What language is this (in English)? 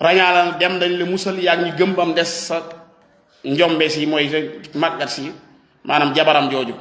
Wolof